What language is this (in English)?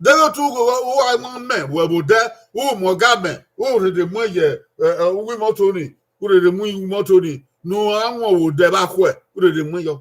Bini